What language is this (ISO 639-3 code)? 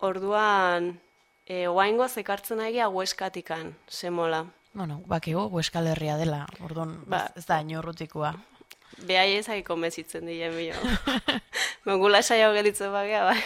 eus